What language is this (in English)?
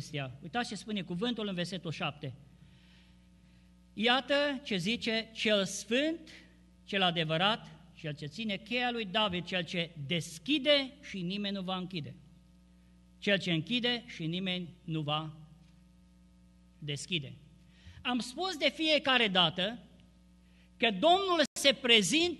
Romanian